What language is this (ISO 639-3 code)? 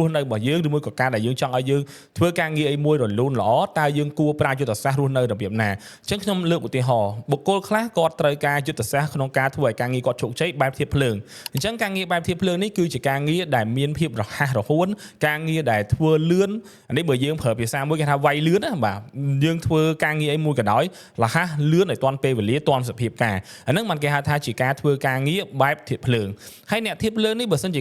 khm